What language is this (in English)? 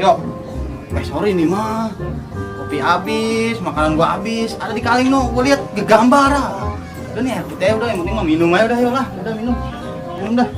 Betawi